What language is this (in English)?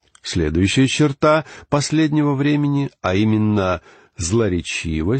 Russian